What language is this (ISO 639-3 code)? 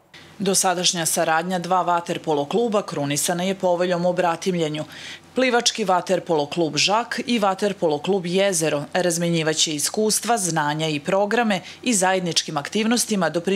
srp